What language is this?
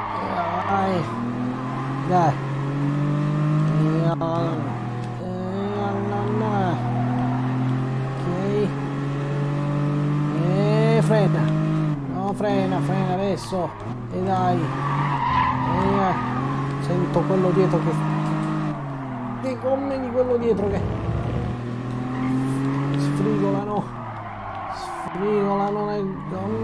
Italian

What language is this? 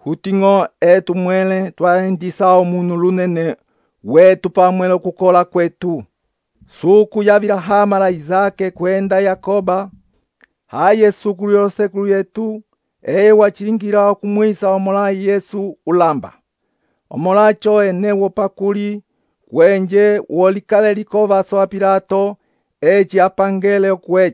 Umbundu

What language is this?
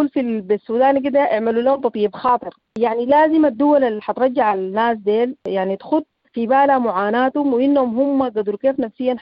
Sudanese Arabic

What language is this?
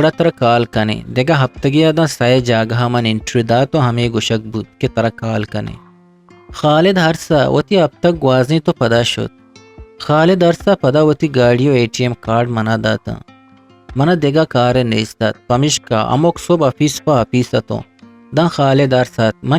Eastern Balochi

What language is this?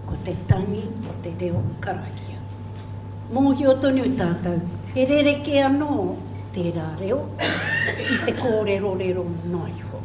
Māori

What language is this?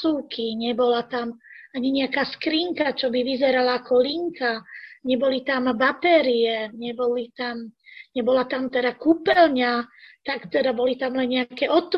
Slovak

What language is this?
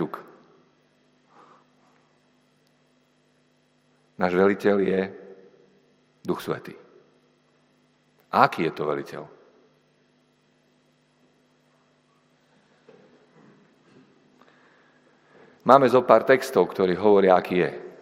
Slovak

